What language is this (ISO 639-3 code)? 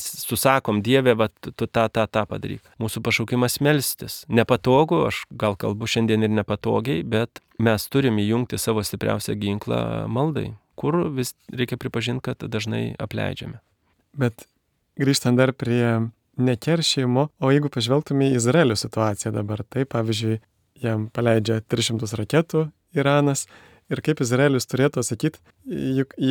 lit